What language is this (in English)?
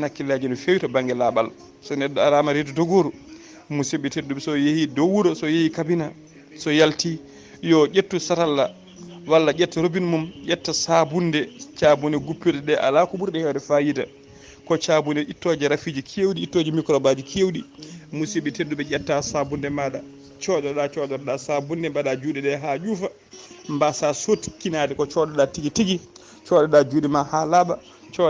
Fula